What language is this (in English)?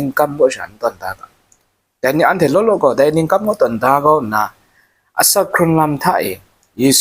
Kachin